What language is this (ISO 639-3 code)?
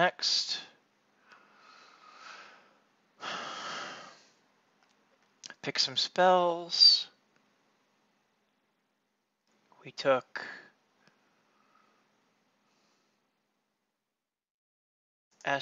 eng